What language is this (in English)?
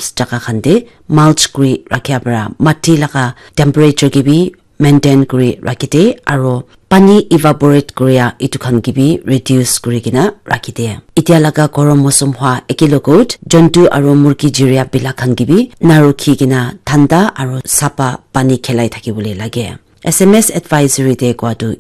Naga Pidgin